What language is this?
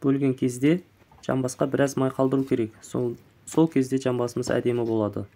Kazakh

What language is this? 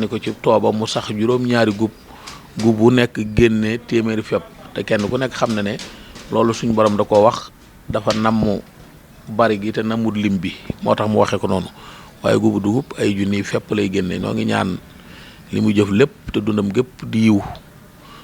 Wolof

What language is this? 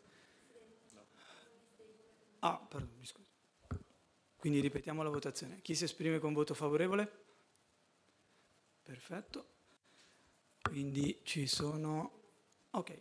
Italian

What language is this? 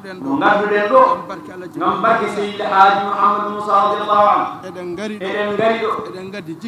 Fula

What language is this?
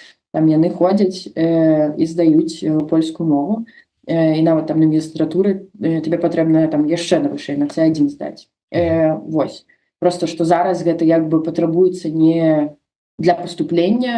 Belarusian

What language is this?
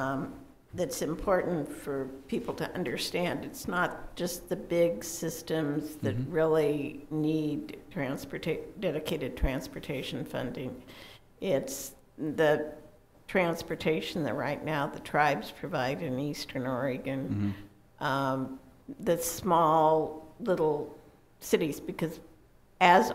English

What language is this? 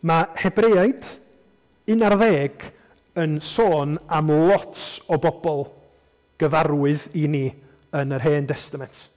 Welsh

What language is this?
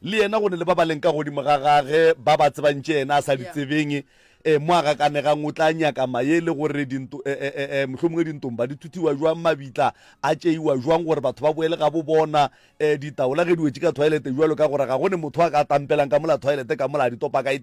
Northern Sotho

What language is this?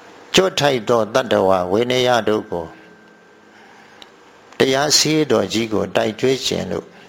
Burmese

